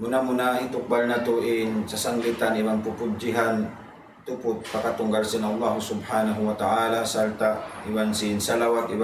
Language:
Tausug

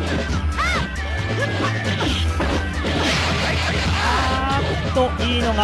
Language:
Japanese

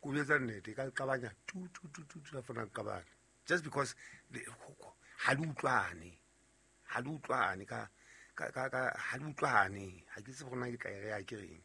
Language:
Southern Sotho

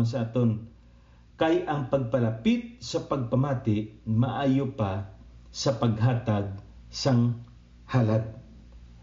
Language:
Hiligaynon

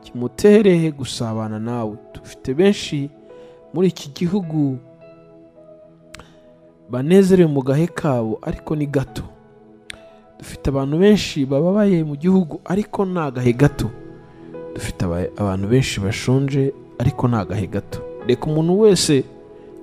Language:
Kinyarwanda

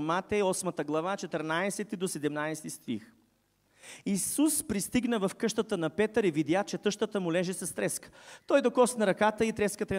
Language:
Bulgarian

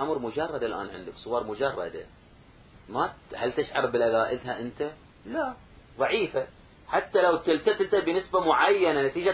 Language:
Arabic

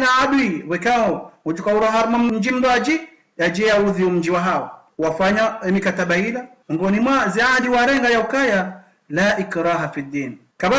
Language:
Ngazidja Comorian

